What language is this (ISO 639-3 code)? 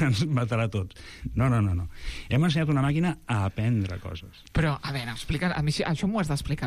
cat